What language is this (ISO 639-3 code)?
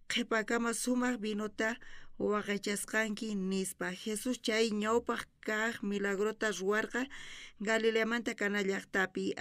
quh